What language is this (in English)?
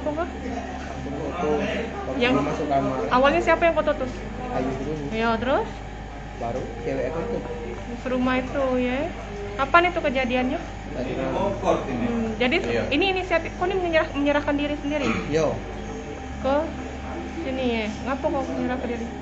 Musi